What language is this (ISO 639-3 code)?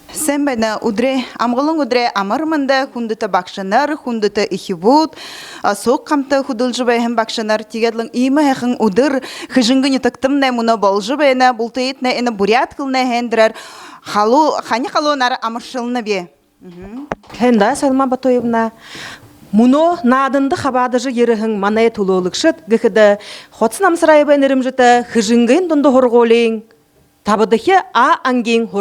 bua